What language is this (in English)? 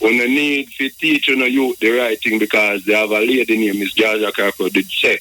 Jamaican Creole English